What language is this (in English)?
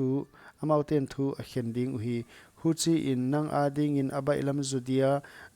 Paite Chin